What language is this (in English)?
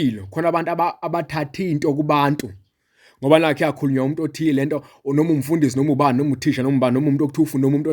Zulu